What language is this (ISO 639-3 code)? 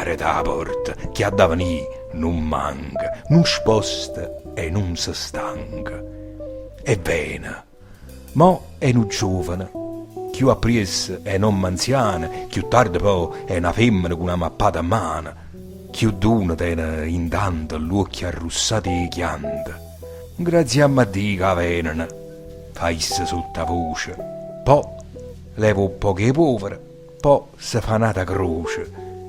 nap